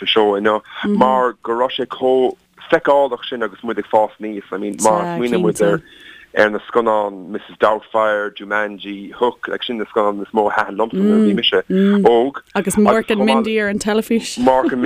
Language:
Irish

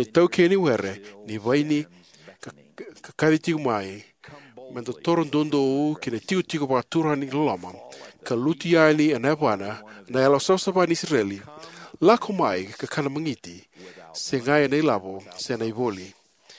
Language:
Fijian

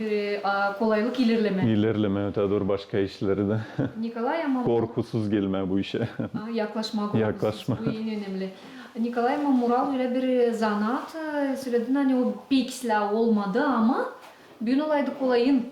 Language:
Gagauz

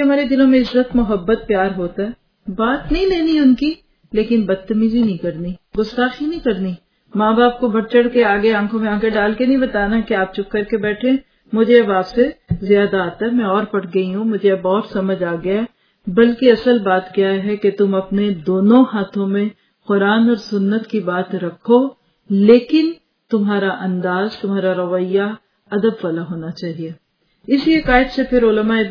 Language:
Urdu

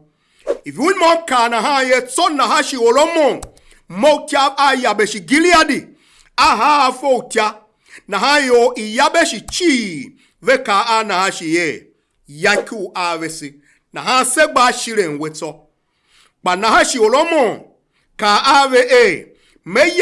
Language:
Tiv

